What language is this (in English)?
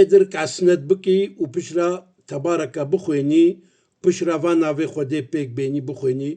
Kurdish